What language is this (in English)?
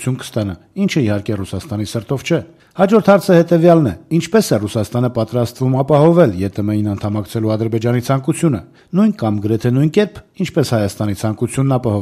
Armenian